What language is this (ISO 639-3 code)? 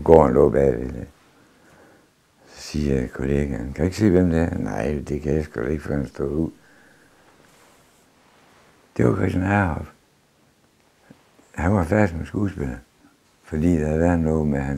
dan